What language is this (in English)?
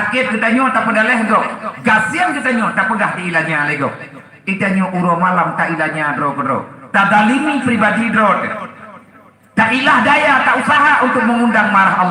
Achinese